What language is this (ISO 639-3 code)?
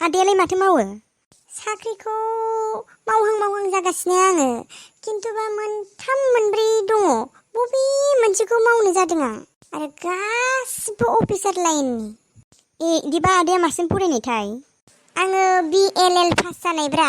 brx